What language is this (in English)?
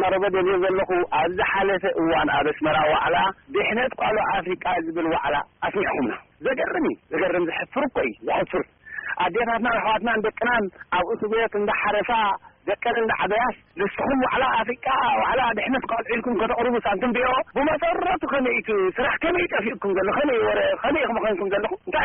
Tigrinya